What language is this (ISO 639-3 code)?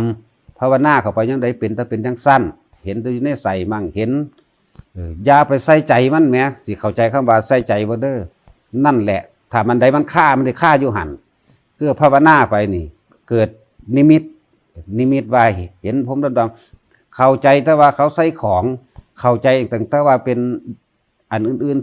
tts